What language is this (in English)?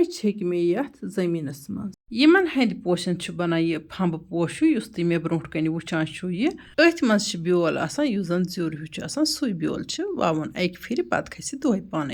Kashmiri